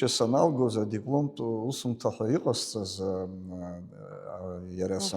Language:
Abkhazian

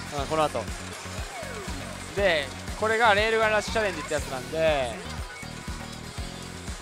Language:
Japanese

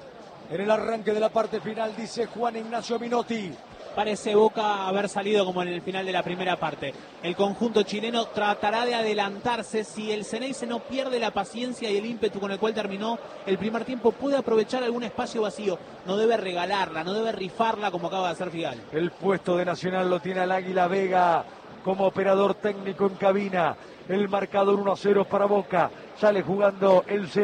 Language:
Spanish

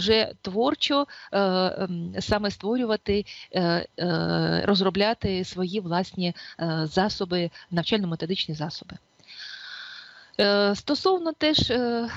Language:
Ukrainian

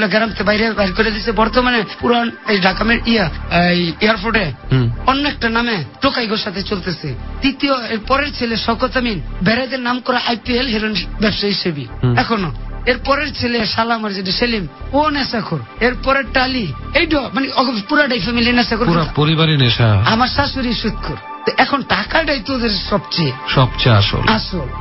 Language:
Bangla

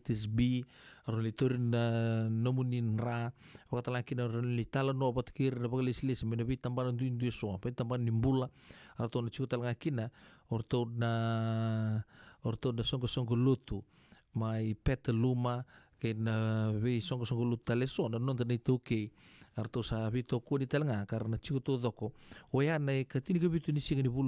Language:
Fijian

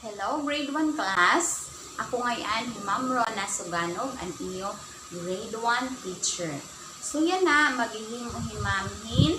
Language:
Waray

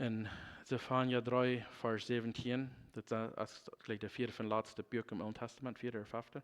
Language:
Plautdietsch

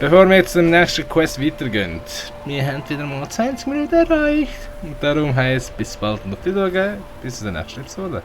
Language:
Swiss German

